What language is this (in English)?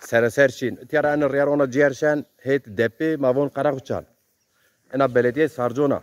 Zaza